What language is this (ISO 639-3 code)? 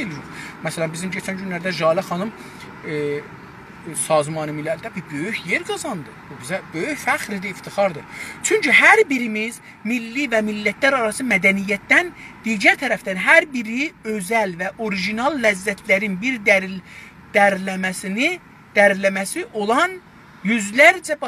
azb